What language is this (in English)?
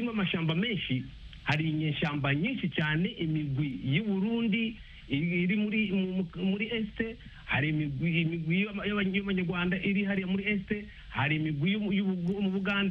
Kinyarwanda